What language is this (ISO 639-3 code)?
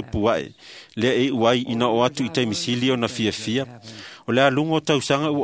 smo